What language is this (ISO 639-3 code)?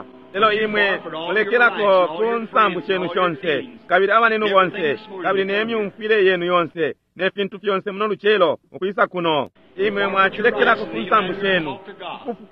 bem